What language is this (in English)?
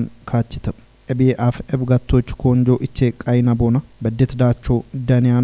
Kafa